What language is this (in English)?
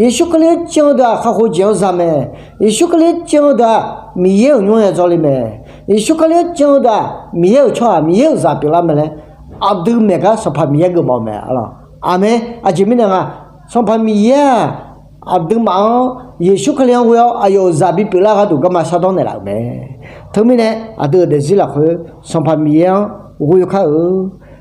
Akha